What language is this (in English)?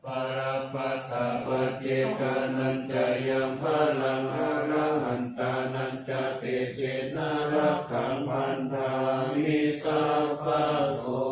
Pali